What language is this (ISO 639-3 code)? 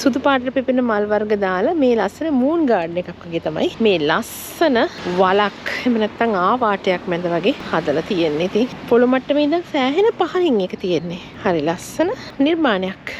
sin